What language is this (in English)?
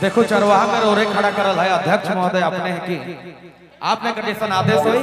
Sadri